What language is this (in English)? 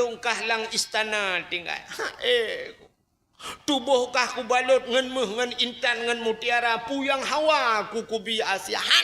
Achinese